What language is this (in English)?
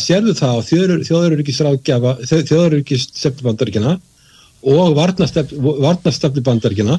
Icelandic